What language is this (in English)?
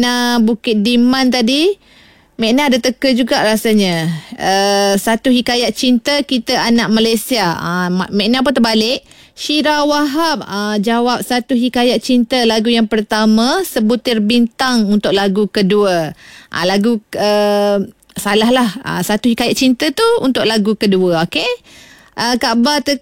Malay